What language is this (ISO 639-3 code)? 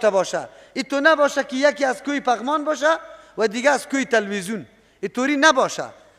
fas